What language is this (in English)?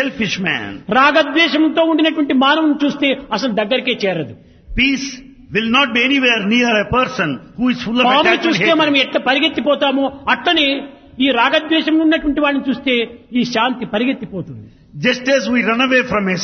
Telugu